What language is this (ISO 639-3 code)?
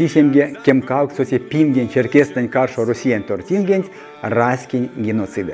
myv